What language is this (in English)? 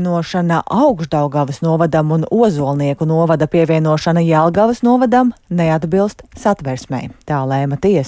Latvian